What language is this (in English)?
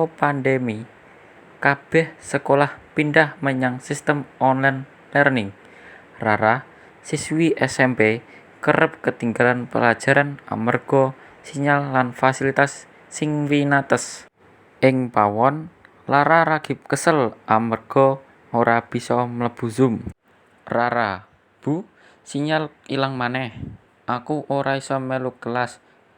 Javanese